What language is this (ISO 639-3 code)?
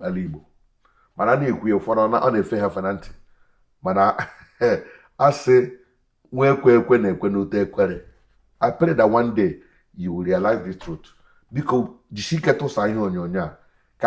ibo